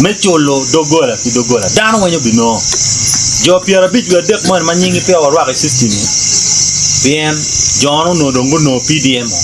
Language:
Acoli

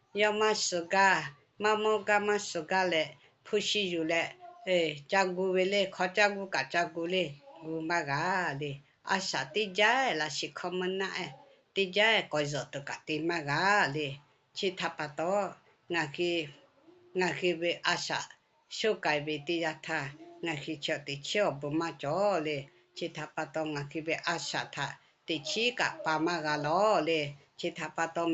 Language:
Lahu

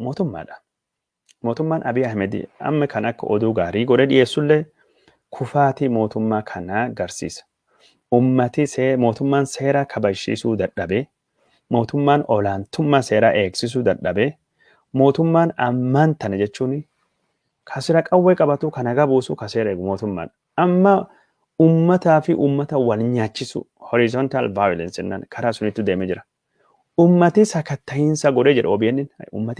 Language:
Oromo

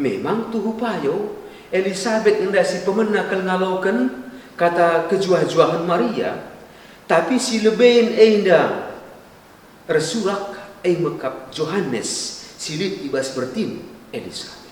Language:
Batak Karo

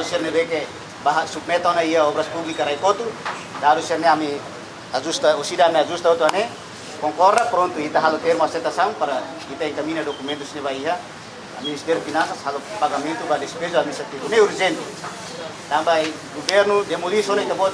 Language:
Tetum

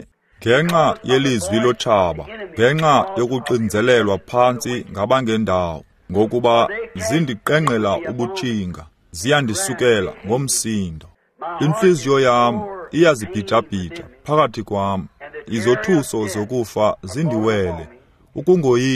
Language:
Xhosa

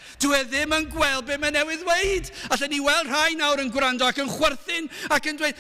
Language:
Welsh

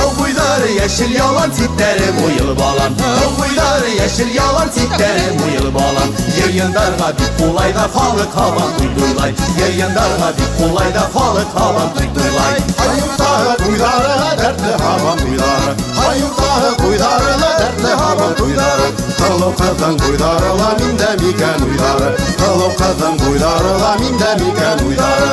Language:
Bashkir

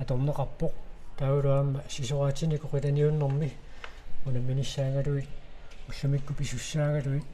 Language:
Kalaallisut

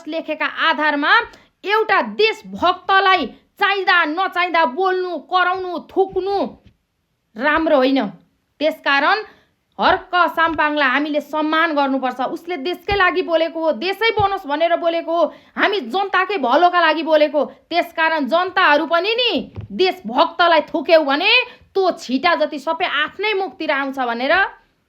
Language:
Nepali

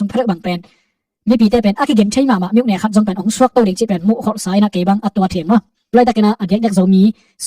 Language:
Tedim Chin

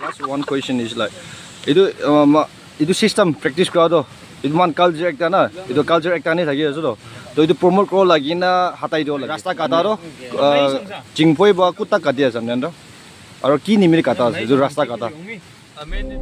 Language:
Naga Pidgin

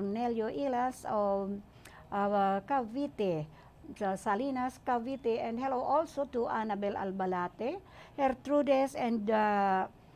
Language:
Bikol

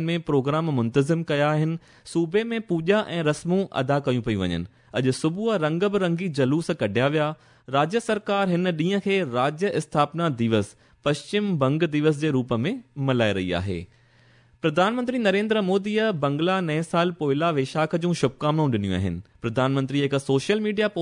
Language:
Sindhi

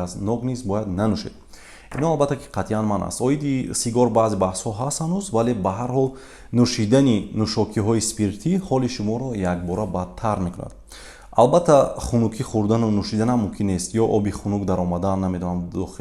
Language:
Tajik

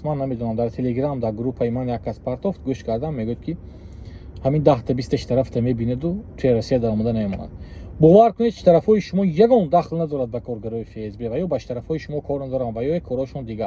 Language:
Tajik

